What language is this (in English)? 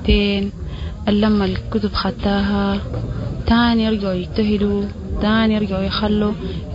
Sudanese Arabic